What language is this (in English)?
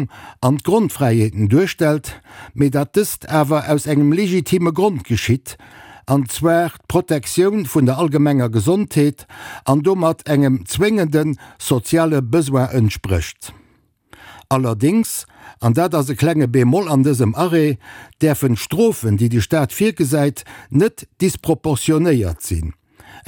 Luxembourgish